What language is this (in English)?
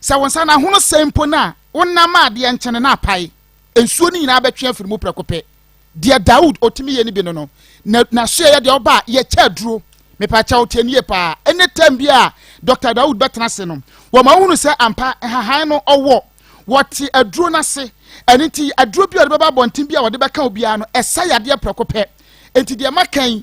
Akan